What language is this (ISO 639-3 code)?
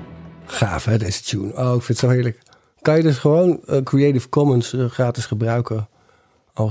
nld